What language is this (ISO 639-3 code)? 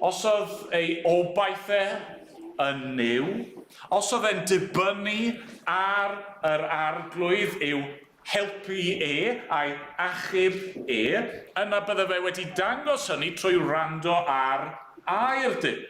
cym